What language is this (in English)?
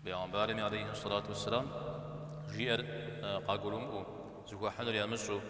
Kabardian